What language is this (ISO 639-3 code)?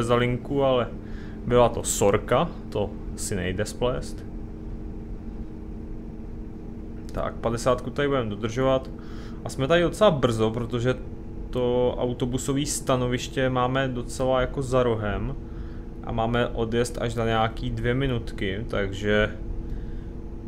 ces